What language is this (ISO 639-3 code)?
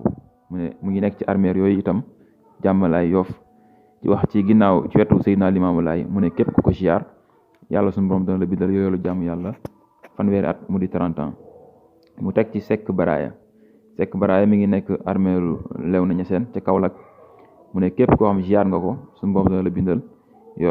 wol